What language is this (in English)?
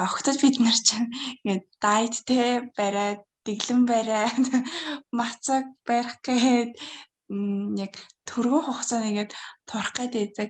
Mongolian